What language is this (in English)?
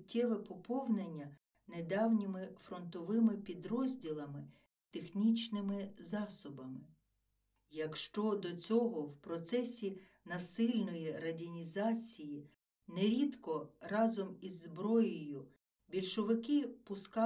Ukrainian